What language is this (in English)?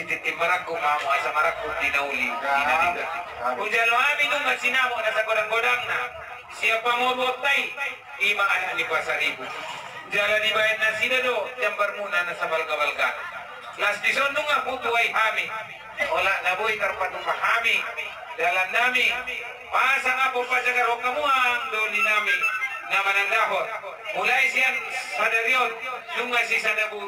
Batak Toba